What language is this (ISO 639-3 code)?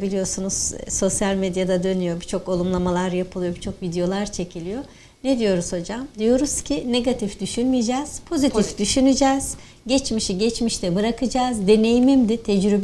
tur